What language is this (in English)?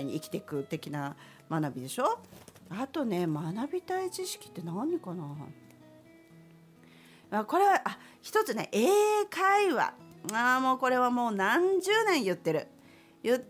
Japanese